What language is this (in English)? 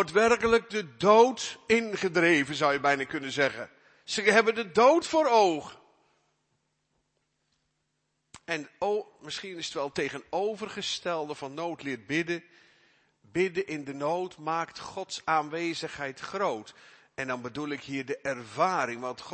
Dutch